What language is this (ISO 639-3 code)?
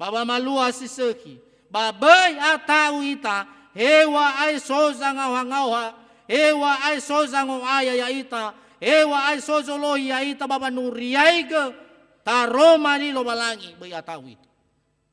nia